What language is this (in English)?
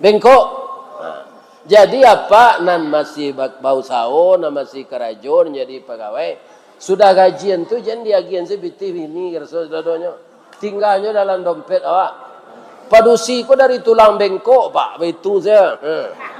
Minangkabau